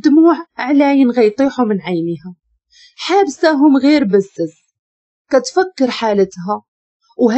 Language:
Moroccan Arabic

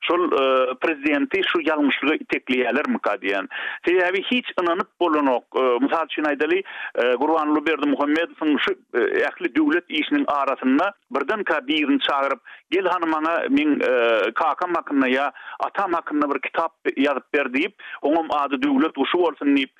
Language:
Turkmen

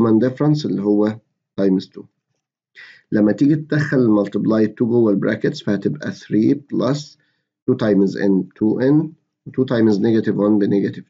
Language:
Egyptian Arabic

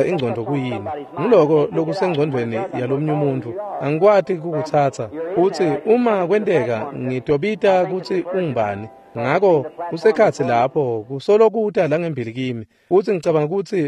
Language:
Swati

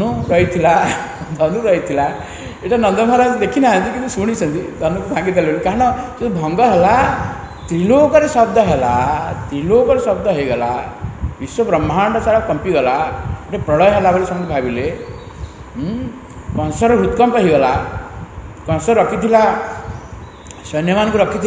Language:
Odia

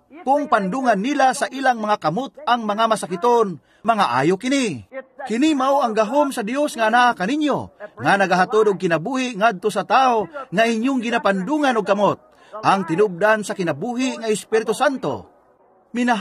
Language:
Cebuano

